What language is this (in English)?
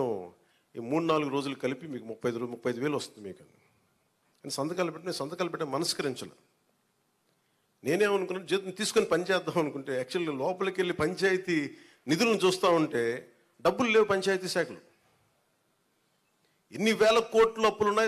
Telugu